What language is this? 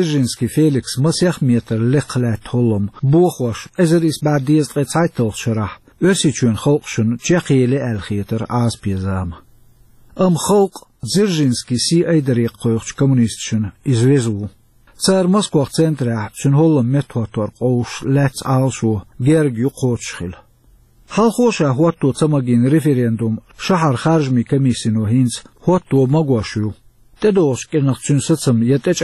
Chechen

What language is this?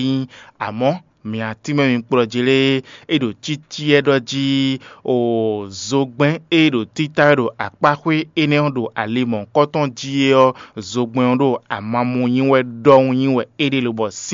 Fon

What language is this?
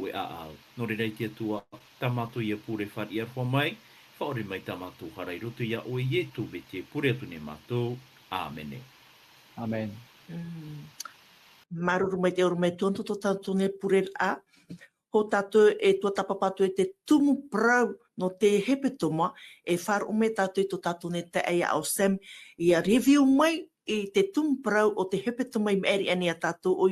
Tahitian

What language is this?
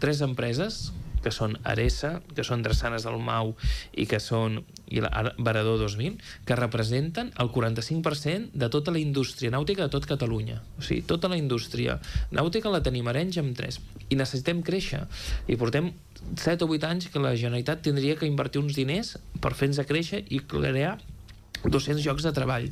Catalan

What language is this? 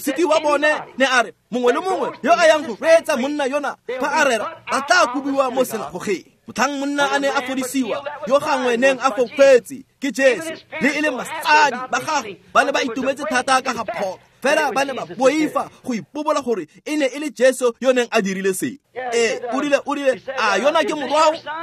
Tswana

